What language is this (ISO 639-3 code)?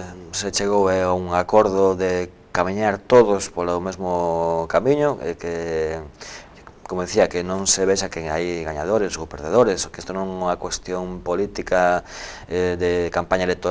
glg